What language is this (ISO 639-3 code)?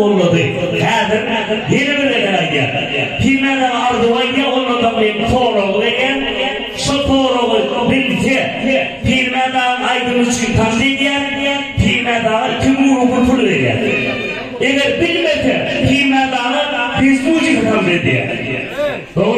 tuk